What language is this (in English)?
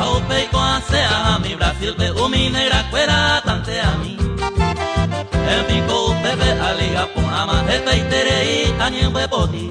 Guarani